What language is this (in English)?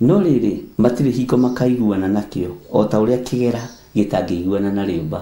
Kikuyu